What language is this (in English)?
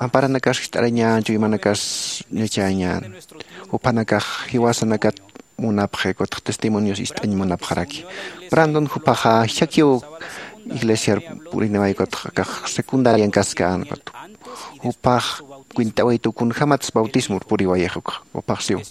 Aymara